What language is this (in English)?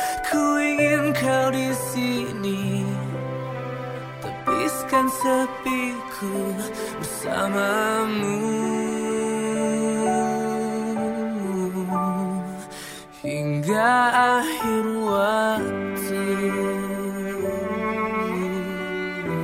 Indonesian